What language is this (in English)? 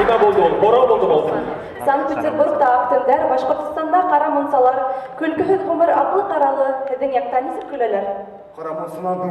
Bashkir